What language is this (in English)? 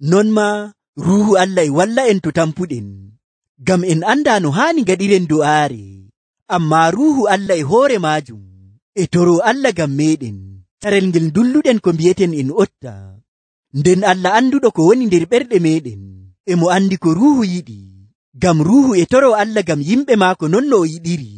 Nigerian Fulfulde